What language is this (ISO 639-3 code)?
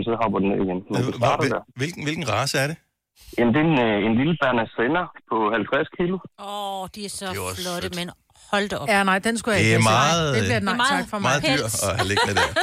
dan